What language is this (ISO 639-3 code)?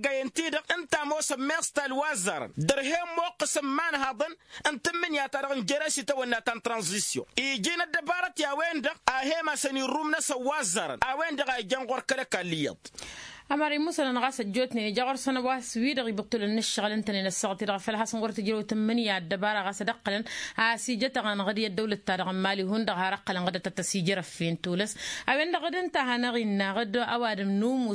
taq